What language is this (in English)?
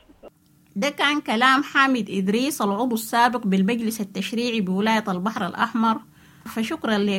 Sudanese Arabic